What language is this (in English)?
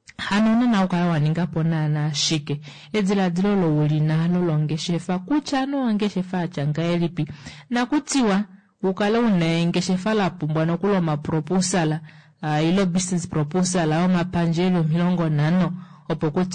Kuanyama